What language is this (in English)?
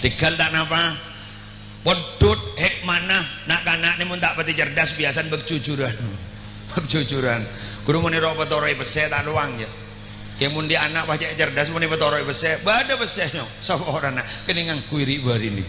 Madurese